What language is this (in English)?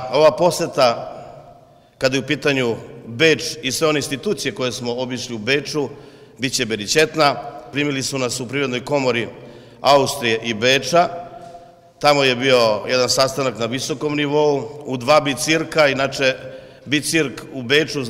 Serbian